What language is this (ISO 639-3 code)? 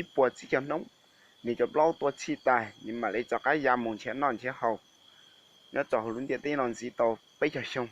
hmn